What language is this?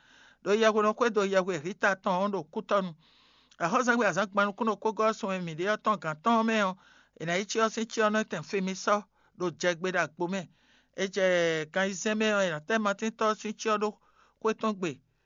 Fon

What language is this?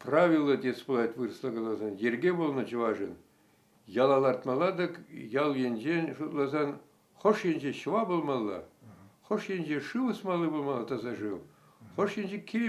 Chuvash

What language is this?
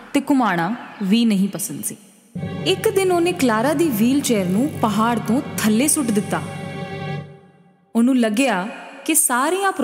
Punjabi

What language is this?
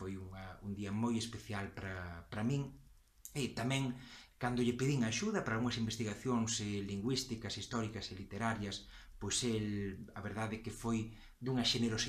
Galician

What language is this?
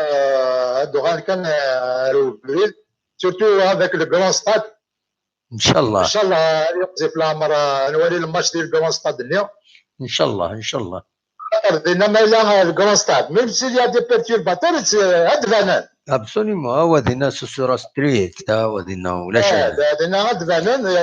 Kabyle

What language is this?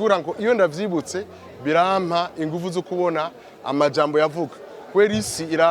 Rundi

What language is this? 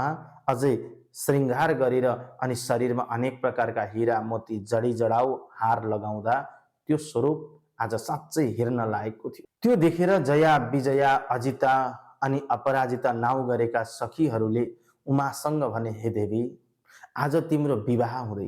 Nepali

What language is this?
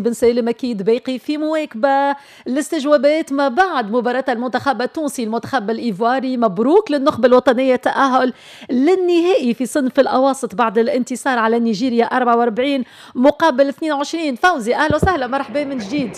Tunisian Arabic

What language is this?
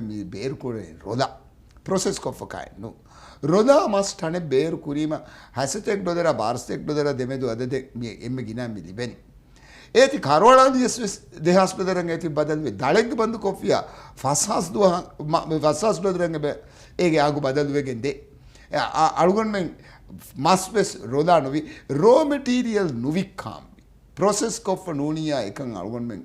Divehi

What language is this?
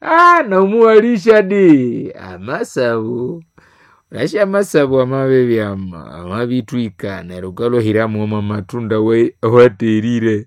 Nande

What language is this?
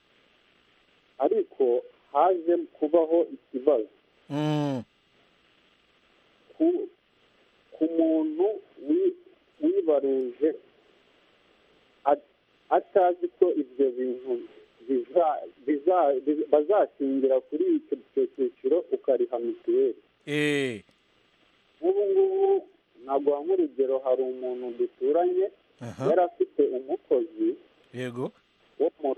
Kinyarwanda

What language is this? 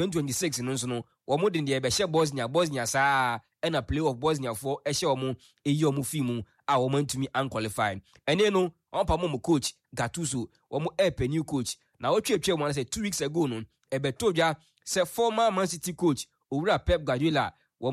Akan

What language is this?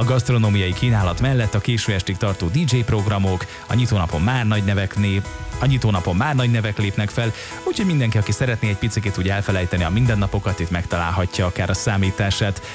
Hungarian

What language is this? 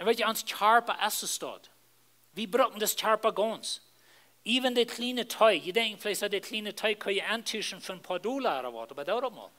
Plautdietsch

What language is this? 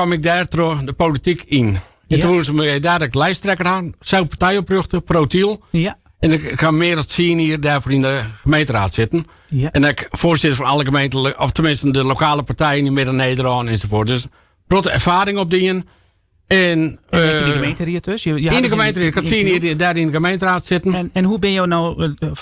Western Frisian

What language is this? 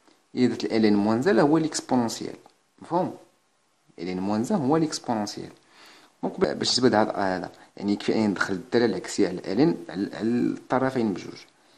Moroccan Arabic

